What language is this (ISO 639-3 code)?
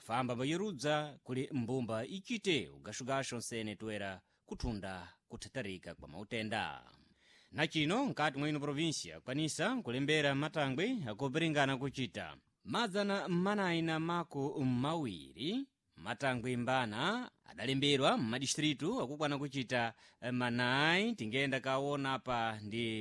seh